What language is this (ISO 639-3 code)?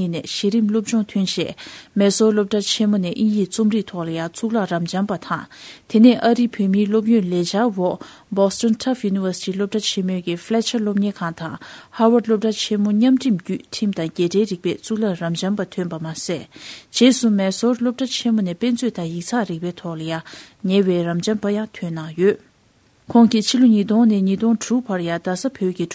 bod